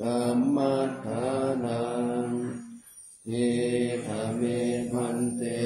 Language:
Pali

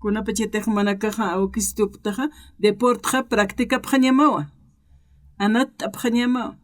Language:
Aymara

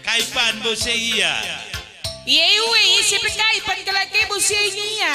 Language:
Batak Karo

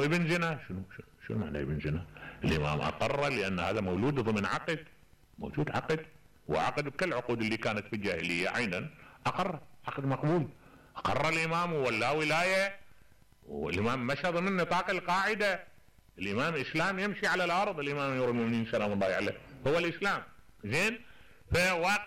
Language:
Mesopotamian Arabic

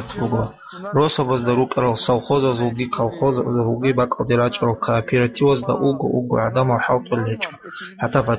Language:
Avaric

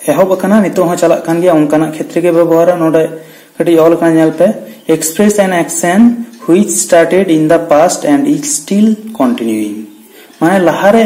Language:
Santali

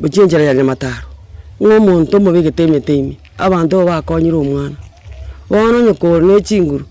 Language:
Gusii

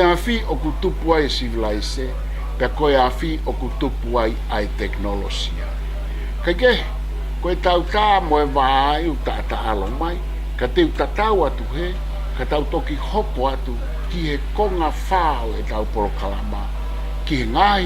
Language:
Tongan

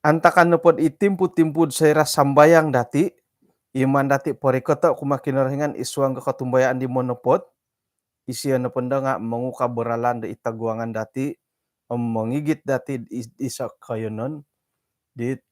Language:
Central Dusun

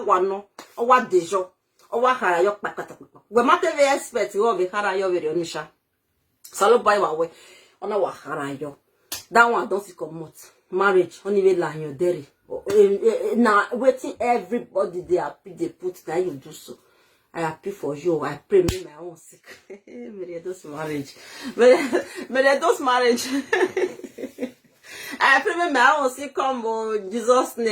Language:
Nigerian Pidgin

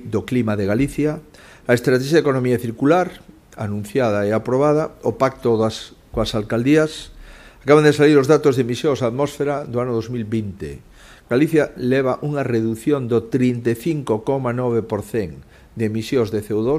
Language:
Galician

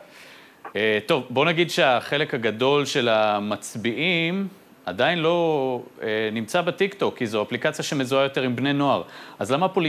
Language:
Hebrew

